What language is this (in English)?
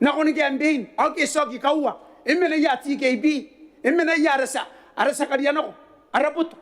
Gilbertese